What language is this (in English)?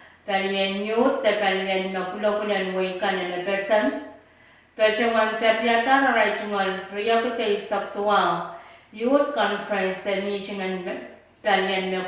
Pohnpeian